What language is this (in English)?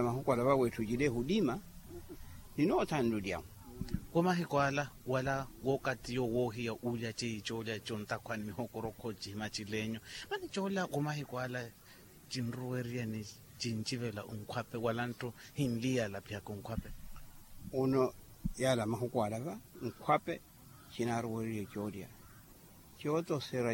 Makhuwa